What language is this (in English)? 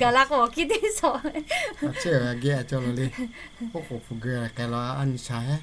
Lahu